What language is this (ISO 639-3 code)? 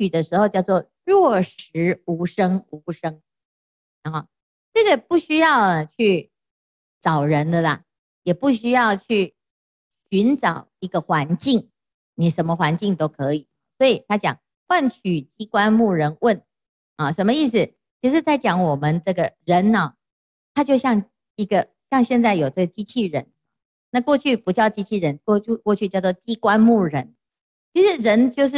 zho